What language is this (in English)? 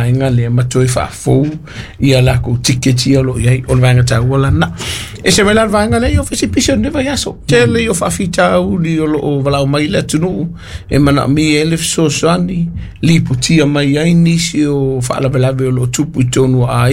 Samoan